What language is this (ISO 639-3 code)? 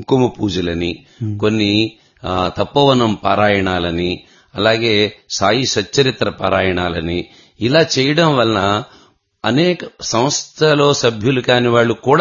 tel